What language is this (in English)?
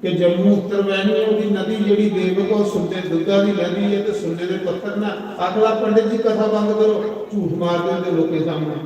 Dogri